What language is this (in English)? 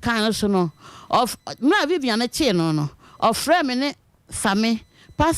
Akan